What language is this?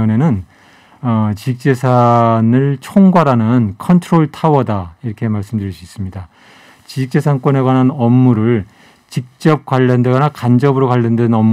Korean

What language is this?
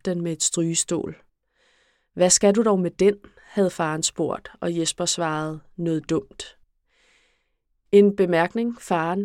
Danish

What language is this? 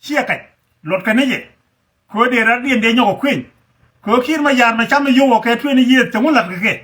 Nuer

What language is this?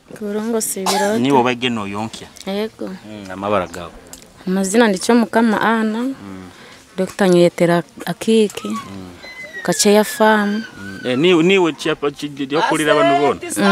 Nyoro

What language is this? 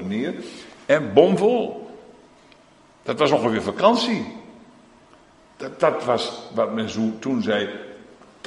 Dutch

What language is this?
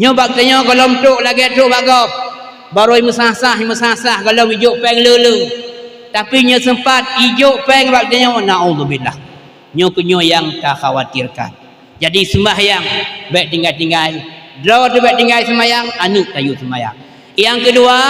Achinese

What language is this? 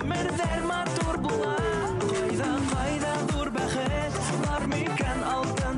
Bashkir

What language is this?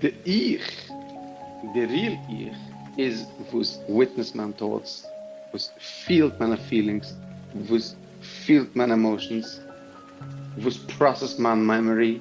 Yiddish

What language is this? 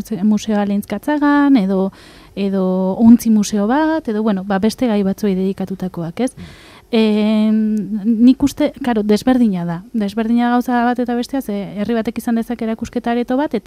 Basque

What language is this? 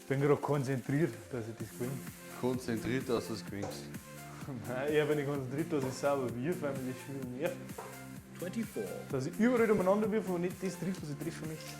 Bavarian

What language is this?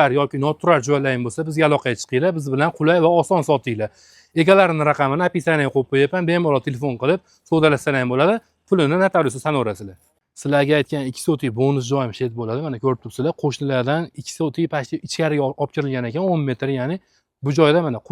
Uzbek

